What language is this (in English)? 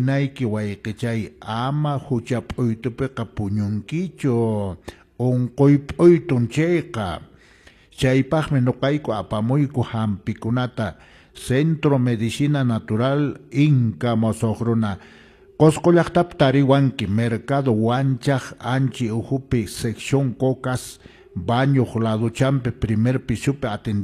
Quechua